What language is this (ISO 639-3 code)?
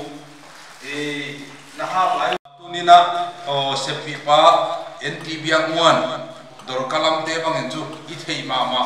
pck